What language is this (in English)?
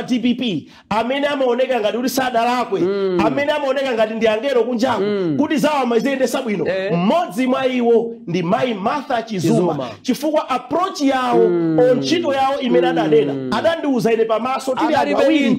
Nyanja